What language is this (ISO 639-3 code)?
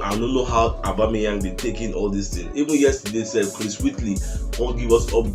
pcm